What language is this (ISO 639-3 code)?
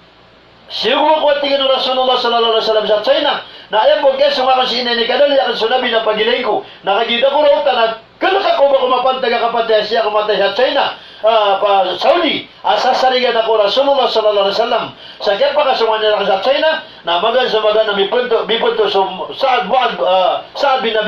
mrw